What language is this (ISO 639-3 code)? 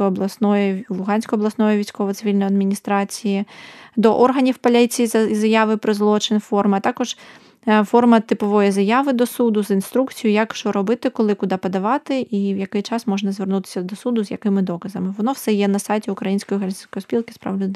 ukr